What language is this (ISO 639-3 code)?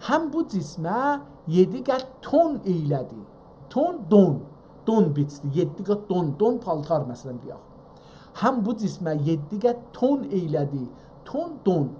azb